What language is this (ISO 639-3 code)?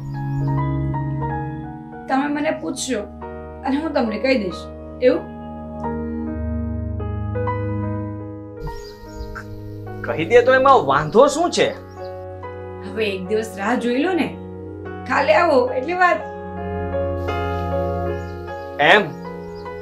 guj